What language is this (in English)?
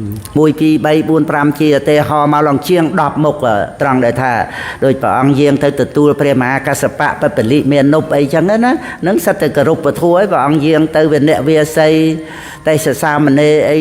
Khmer